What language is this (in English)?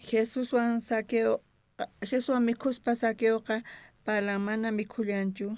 South Bolivian Quechua